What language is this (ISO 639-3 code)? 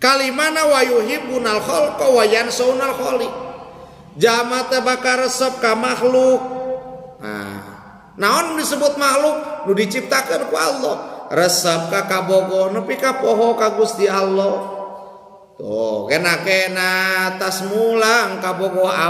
sun